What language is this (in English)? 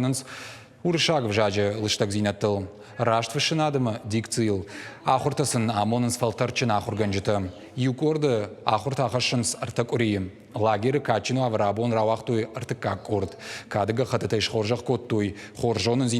Ossetic